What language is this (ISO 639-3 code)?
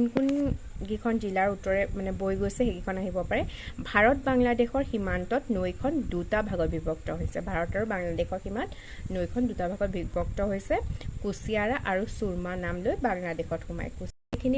asm